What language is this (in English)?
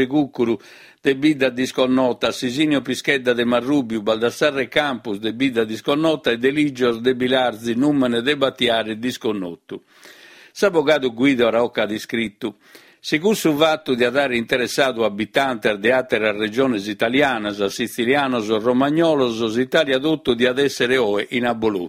Sardinian